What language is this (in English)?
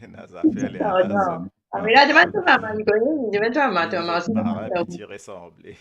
Morisyen